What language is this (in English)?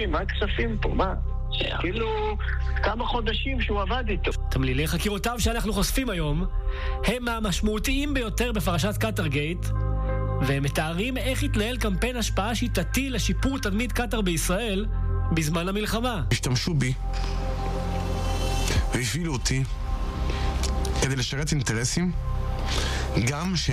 Hebrew